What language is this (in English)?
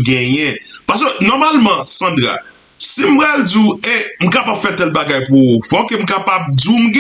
Haitian Creole